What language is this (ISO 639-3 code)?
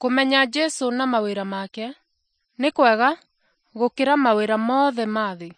kik